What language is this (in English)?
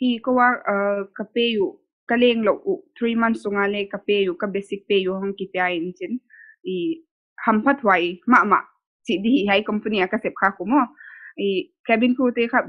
Paite Chin